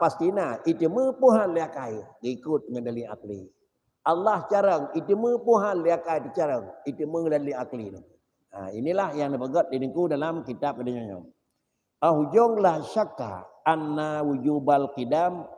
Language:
Achinese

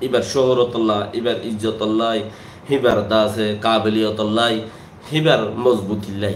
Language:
Rohingya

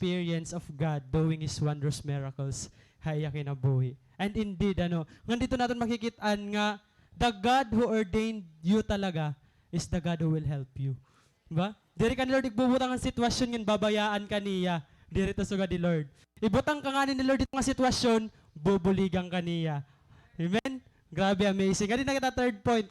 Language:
Waray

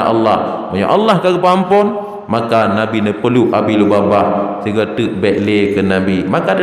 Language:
Achinese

